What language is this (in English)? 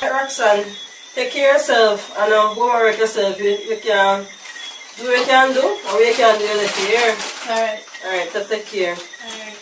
Jamaican Creole English